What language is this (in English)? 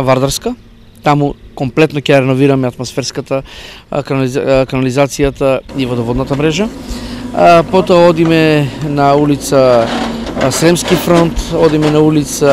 Macedonian